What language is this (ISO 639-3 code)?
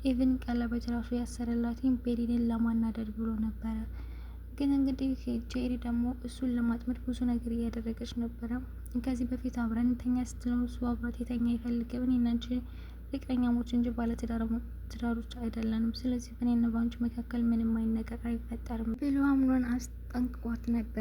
amh